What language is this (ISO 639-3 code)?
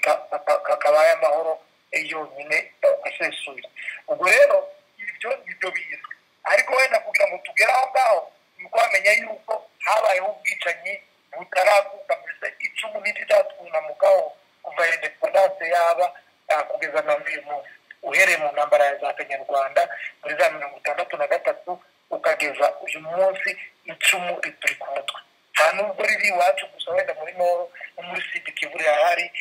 kin